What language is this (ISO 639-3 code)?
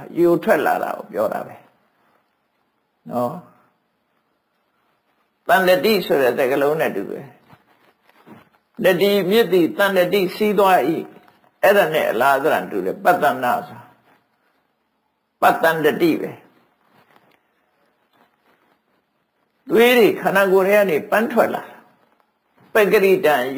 mya